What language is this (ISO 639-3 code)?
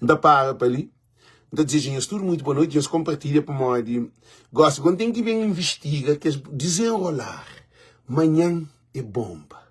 kea